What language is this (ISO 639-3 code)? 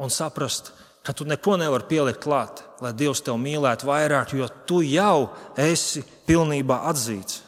lav